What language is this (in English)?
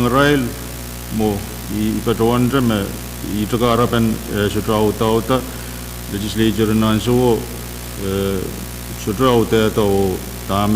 Pohnpeian